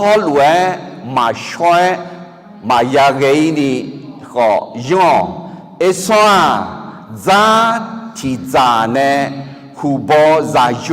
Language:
Akha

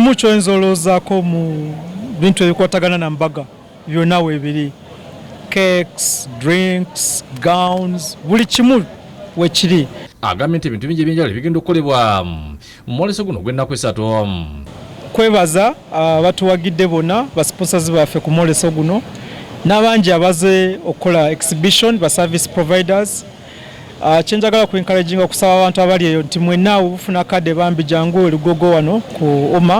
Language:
Ganda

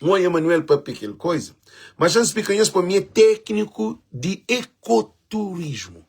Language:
Kabuverdianu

